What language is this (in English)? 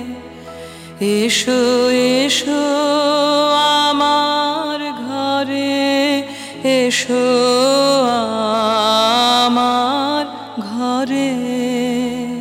Bangla